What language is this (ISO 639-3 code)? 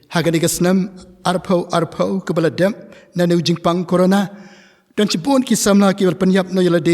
kha